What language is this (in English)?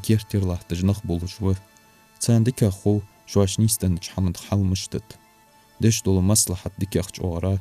Ingush